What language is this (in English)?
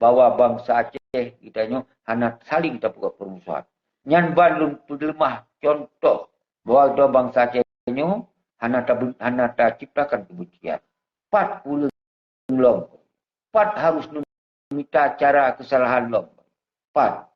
Achinese